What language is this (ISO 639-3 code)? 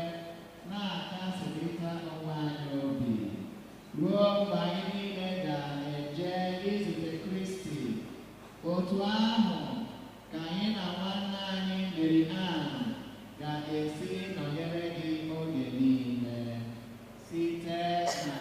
ibo